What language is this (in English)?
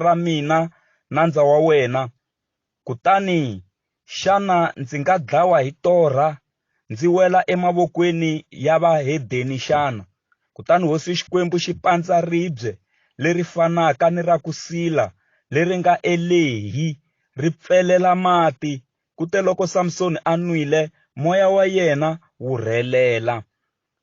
Tsonga